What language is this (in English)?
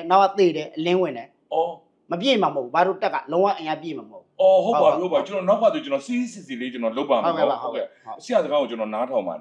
Burmese